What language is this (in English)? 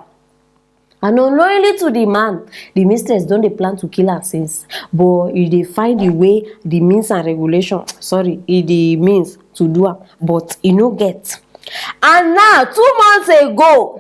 Nigerian Pidgin